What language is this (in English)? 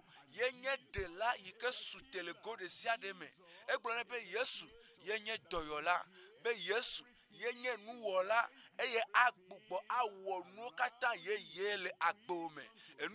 Ewe